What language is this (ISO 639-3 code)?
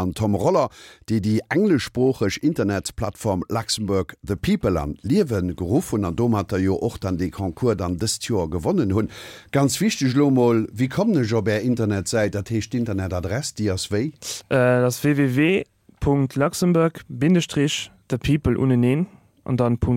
ltz